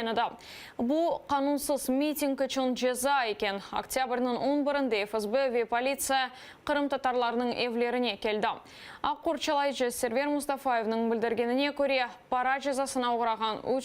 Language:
Crimean Tatar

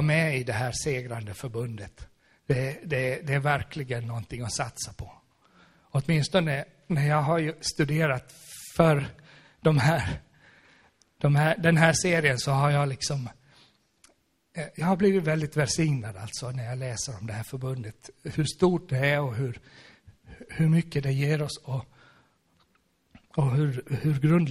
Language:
Swedish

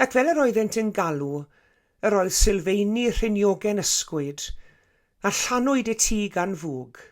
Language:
Welsh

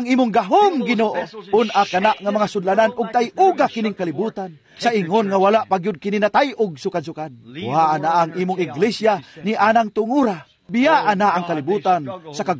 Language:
Cebuano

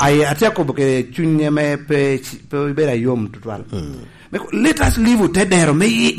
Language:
Lango (Uganda)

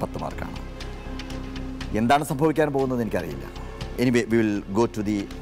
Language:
Malayalam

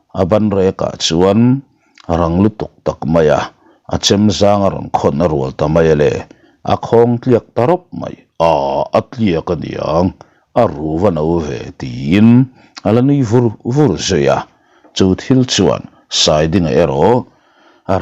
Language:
Mizo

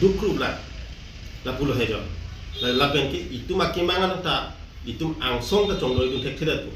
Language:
Karbi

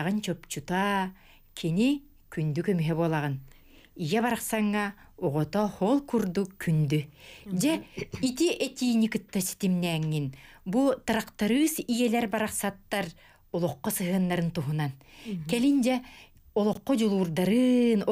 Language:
Yakut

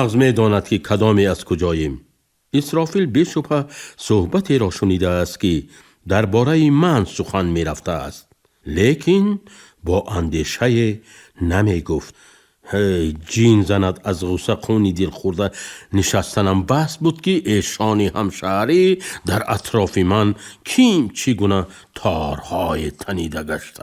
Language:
Tajik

